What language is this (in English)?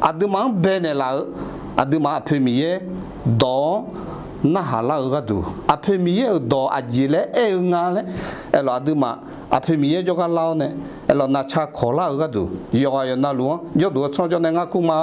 Akha